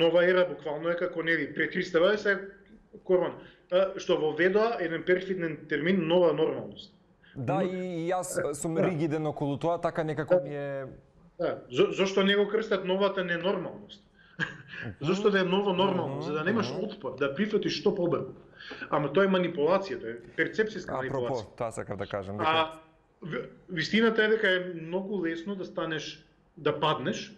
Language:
Macedonian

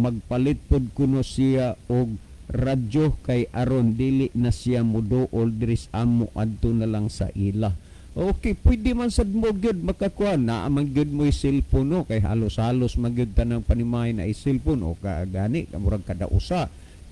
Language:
Cebuano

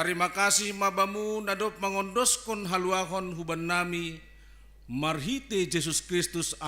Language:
Batak Simalungun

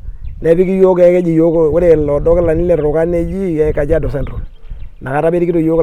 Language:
Masai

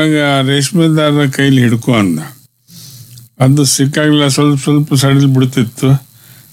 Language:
Kannada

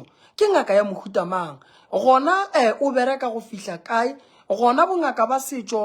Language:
Northern Sotho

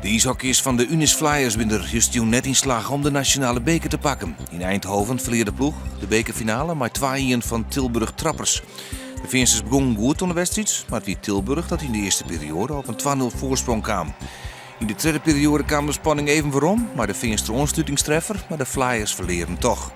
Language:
Western Frisian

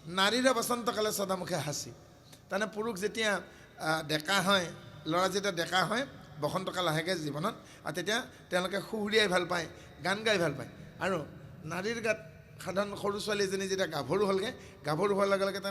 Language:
Assamese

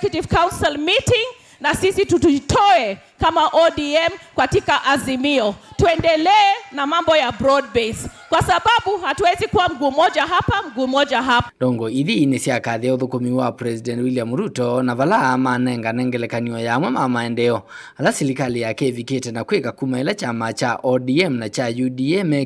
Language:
Kamba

